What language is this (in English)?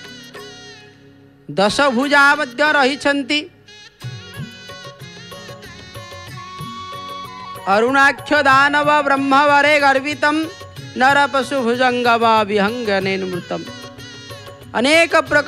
Odia